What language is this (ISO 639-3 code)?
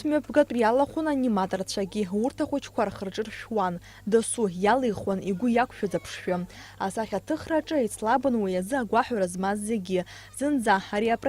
abk